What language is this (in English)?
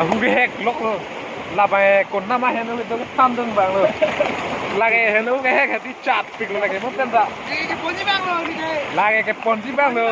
Karbi